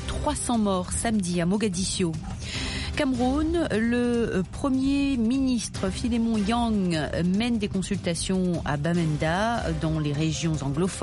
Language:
French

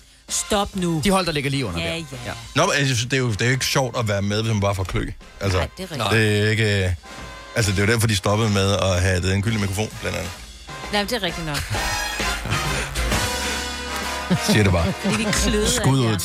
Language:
Danish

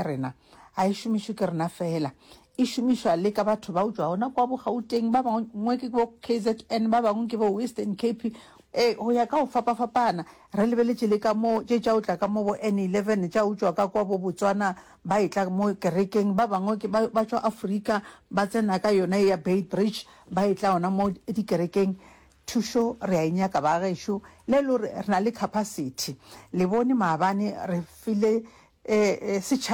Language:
Northern Sotho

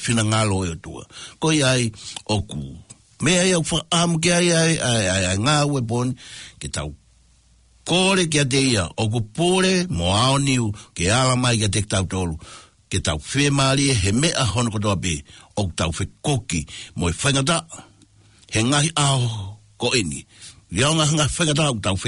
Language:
Tongan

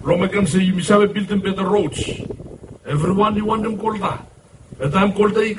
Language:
Bislama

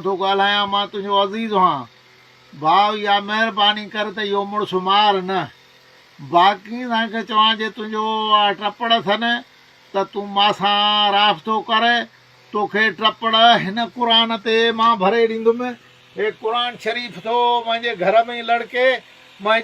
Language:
Sindhi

